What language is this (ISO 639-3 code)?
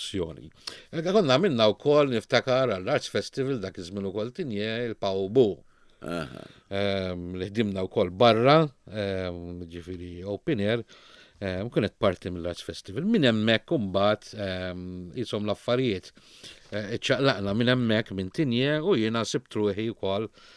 mlt